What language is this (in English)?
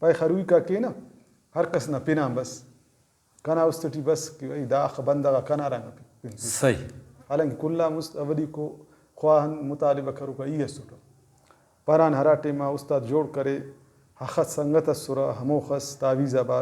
Brahui